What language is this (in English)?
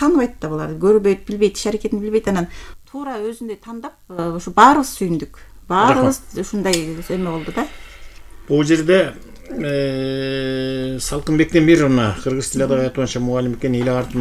Kyrgyz